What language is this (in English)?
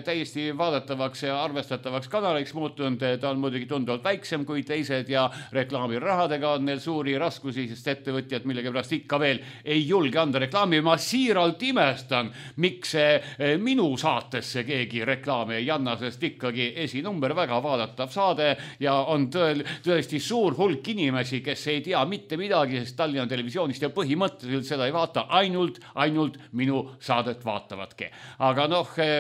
Estonian